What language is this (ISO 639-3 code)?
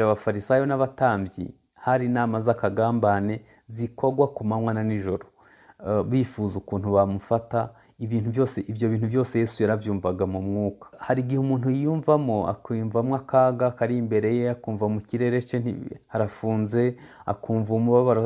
kin